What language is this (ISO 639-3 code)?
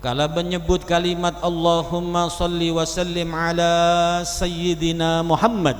mad